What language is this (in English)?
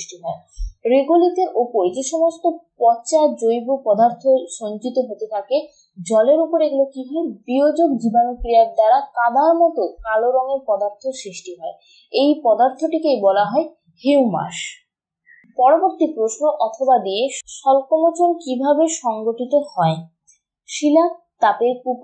Bangla